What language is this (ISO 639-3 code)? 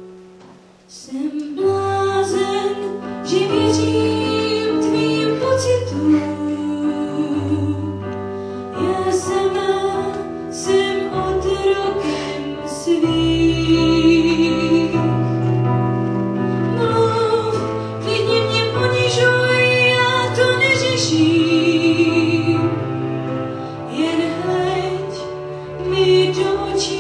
ces